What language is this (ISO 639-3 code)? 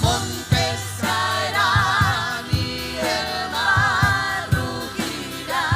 quh